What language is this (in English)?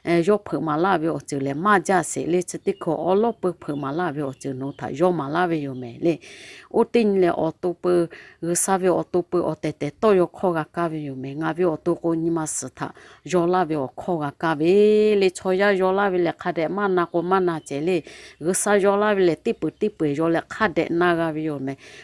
Lahu